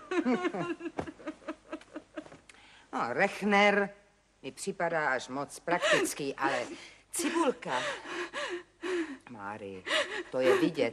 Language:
Czech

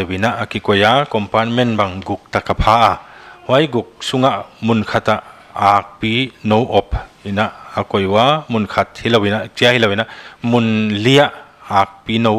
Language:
Paite Chin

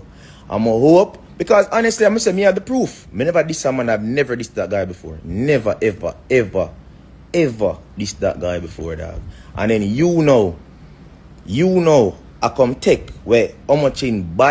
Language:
Jamaican Creole English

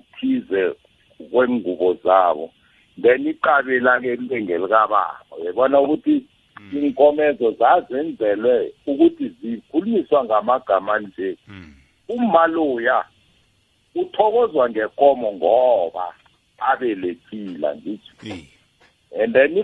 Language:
South Ndebele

